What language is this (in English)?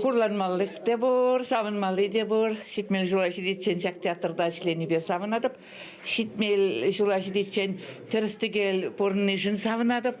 Chuvash